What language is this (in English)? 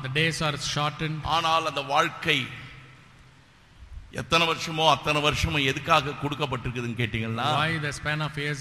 Tamil